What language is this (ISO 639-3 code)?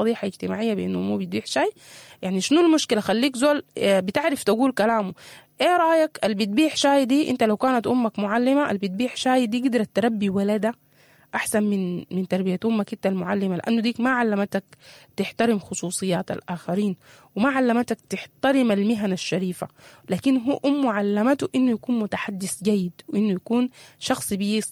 apd